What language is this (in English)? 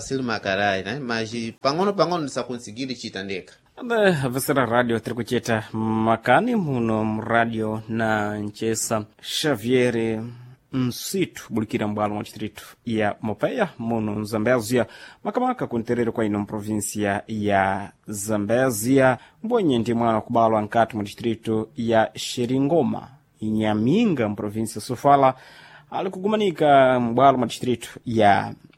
Sena